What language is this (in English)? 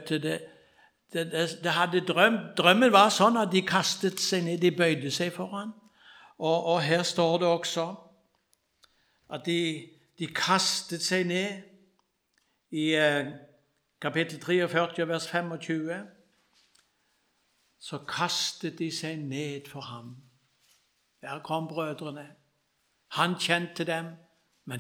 Norwegian